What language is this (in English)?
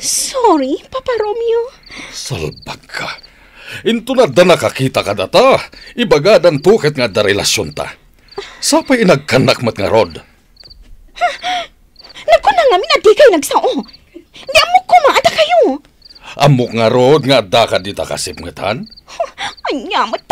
Iloko